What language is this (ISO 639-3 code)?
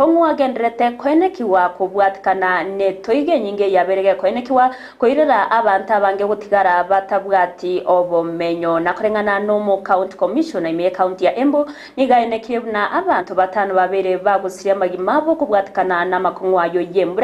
guz